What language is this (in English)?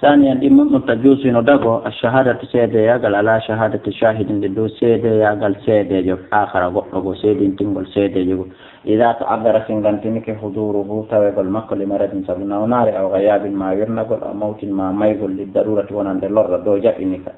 Fula